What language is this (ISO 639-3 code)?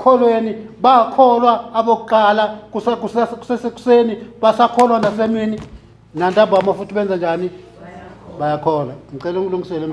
zul